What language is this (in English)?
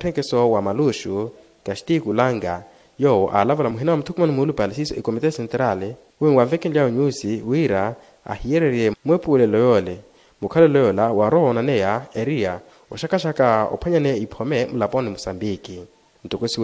Makhuwa